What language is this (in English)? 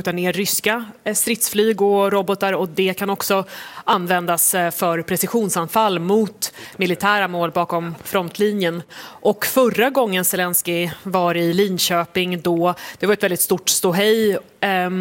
Swedish